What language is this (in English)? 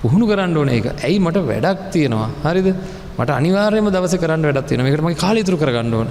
Sinhala